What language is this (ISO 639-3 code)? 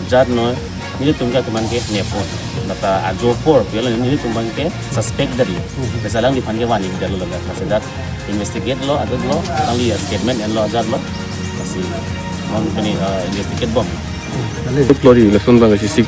mjw